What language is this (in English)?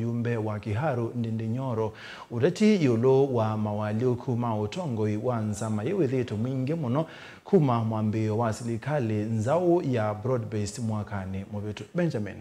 Kamba